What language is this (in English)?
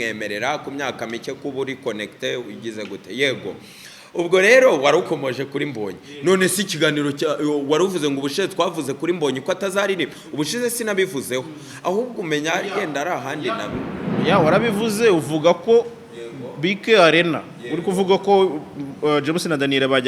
Kinyarwanda